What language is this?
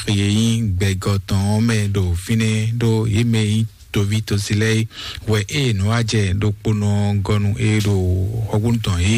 Fon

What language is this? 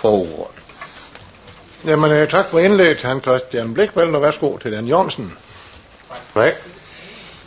Danish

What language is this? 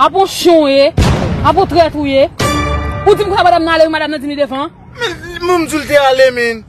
Haitian Creole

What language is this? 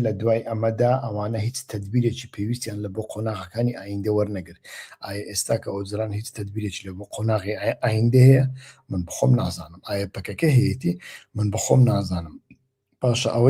Central Kurdish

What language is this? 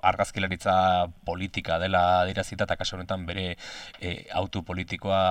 Basque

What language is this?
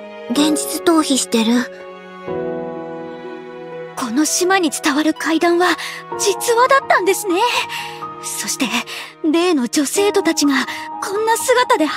Japanese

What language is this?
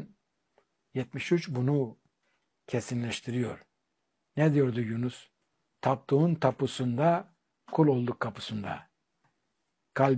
Turkish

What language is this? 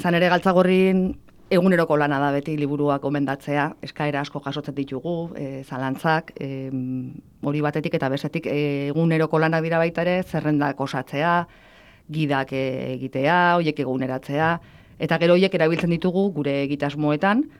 Basque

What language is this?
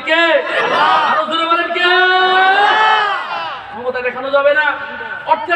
Bangla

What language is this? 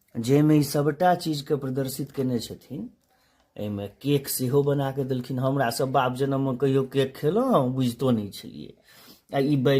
Maithili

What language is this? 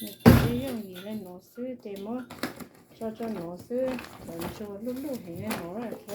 Hmong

